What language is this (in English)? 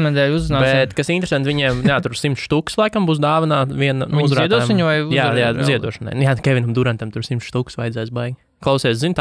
Latvian